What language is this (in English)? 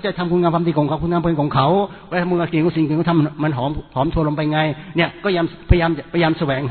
Thai